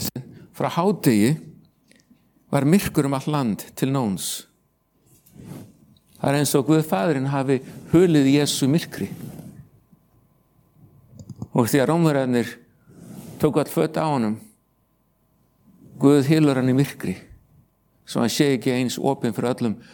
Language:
Icelandic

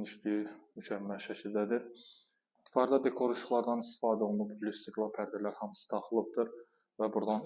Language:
Azerbaijani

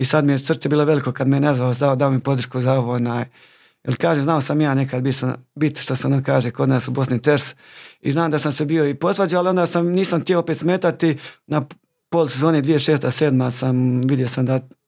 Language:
Croatian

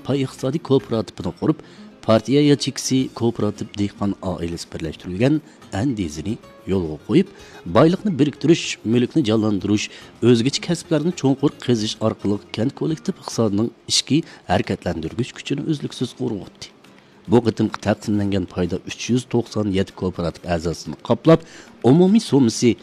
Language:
Uyghur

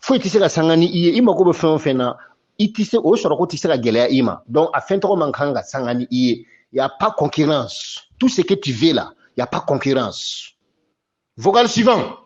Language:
Bambara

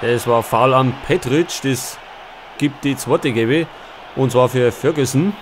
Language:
Bavarian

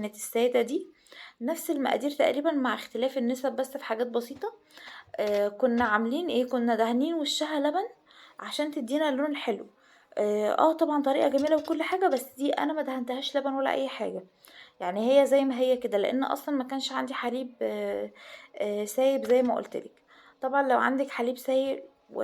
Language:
Egyptian Arabic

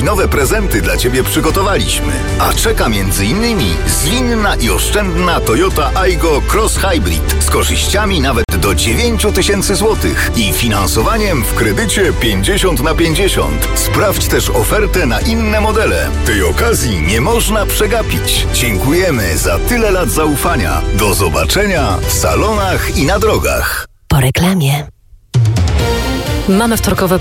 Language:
Polish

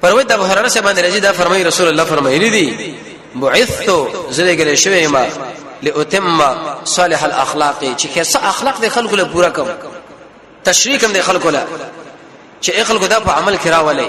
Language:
Pashto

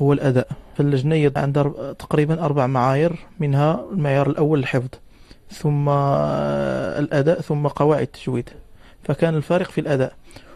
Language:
Arabic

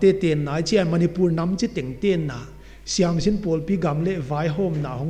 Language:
Paite Chin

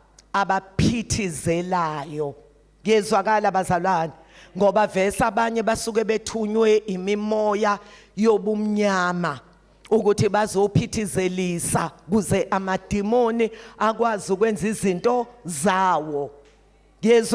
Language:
Zulu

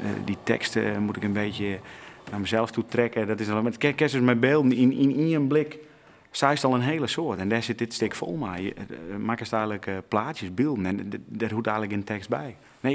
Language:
Western Frisian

